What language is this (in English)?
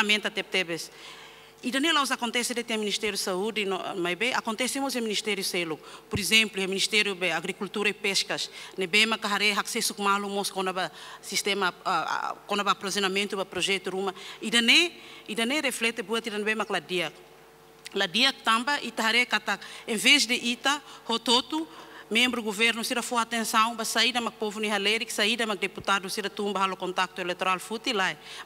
Tetum